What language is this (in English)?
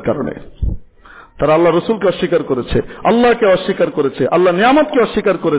Bangla